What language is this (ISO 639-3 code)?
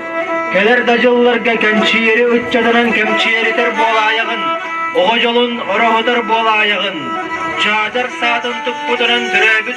sah